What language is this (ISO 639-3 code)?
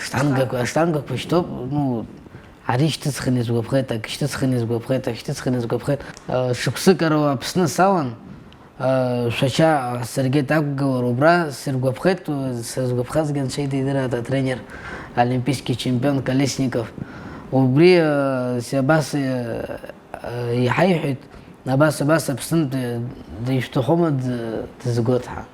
abk